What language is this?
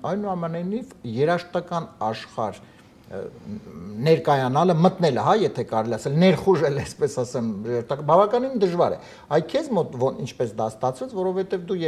Armenian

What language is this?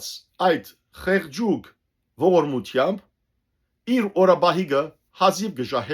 Western Armenian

